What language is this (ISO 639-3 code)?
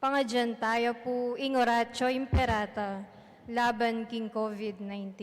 pam